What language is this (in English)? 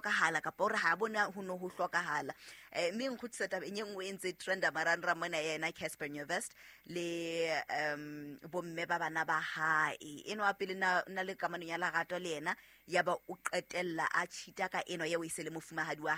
Southern Sotho